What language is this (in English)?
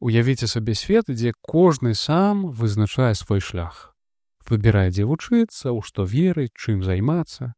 Belarusian